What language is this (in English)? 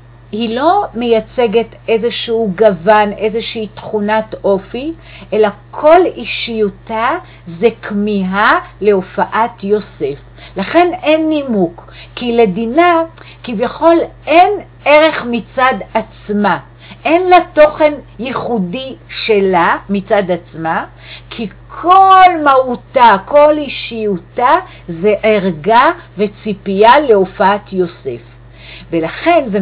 Hebrew